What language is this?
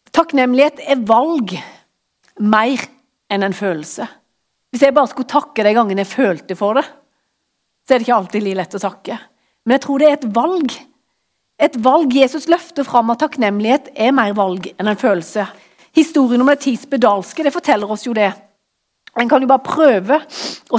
Norwegian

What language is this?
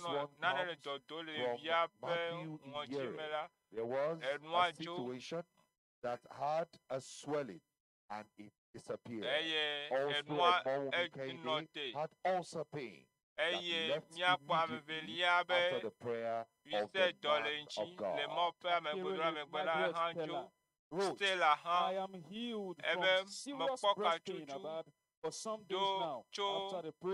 Ewe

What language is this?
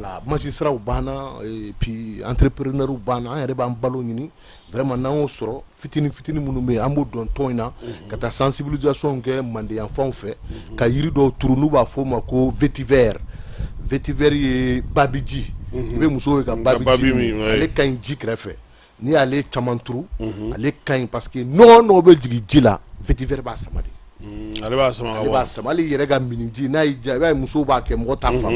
Bambara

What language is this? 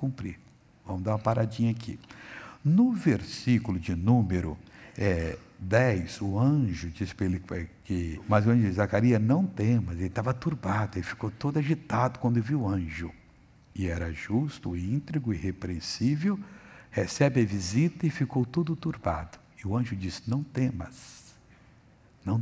Portuguese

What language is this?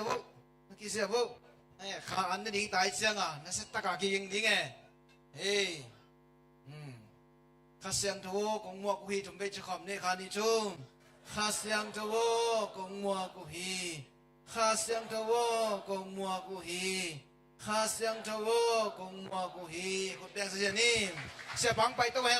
Tedim Chin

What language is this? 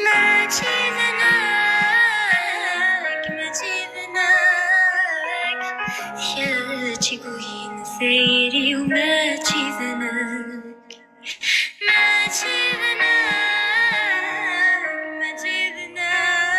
Kabyle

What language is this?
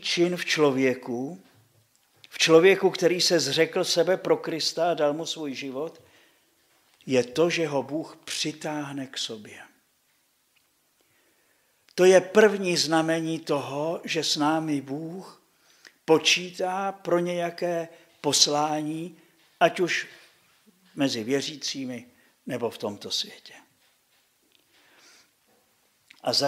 Czech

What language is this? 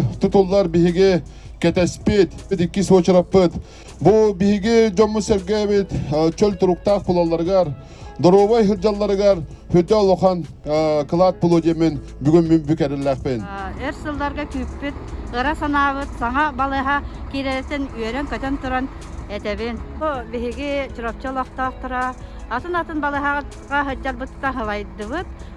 Yakut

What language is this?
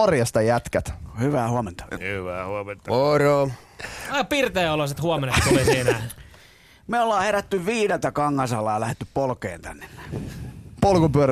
Finnish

